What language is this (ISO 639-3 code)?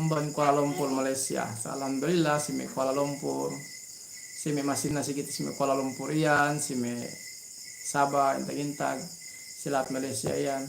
yka